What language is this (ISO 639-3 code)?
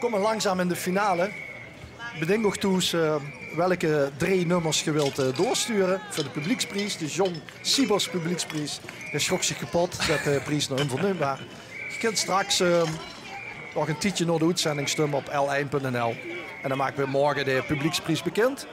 lim